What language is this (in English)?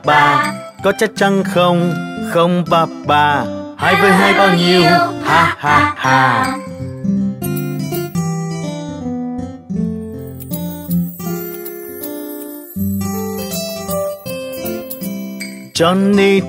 Vietnamese